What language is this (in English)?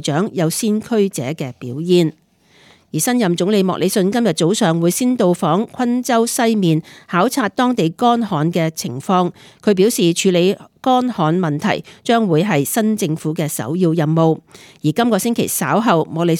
Cantonese